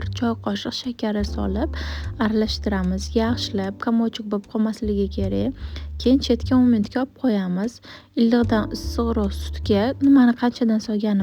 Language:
Uzbek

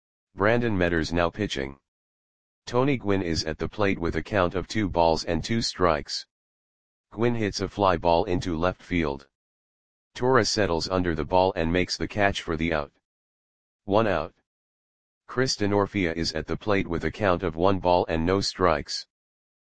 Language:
English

